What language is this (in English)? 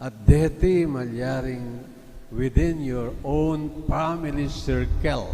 Pampanga